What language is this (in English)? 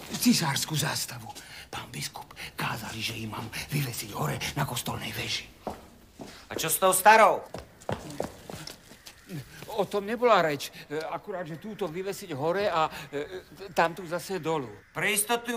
Slovak